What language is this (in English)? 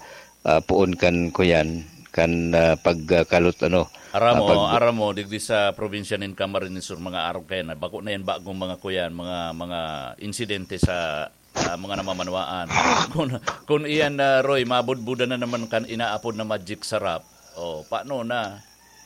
Bikol